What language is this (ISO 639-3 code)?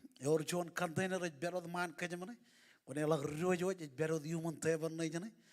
mah